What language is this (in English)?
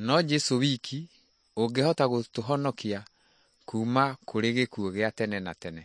Kikuyu